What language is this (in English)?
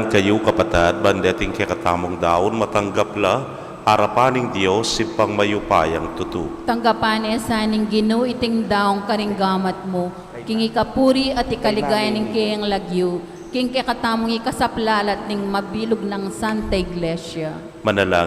Pampanga